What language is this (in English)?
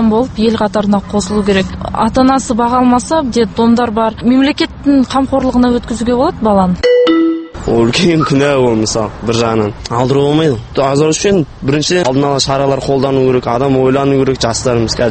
Kazakh